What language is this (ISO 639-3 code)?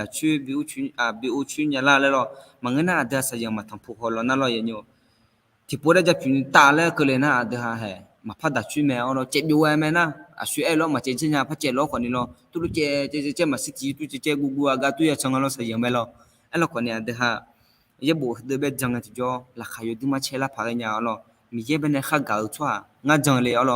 ahk